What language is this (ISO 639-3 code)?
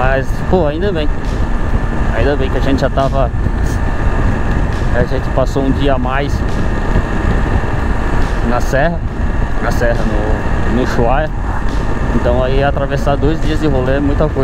por